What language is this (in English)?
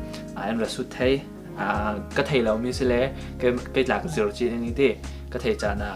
Falam Chin